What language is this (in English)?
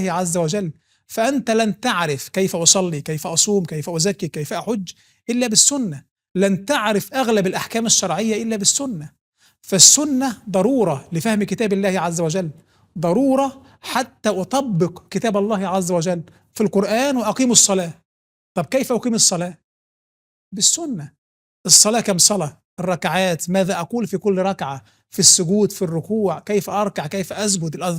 Egyptian Arabic